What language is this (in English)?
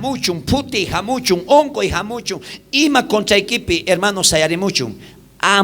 South Bolivian Quechua